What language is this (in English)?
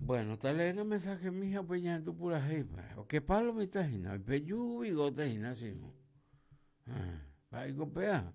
Guarani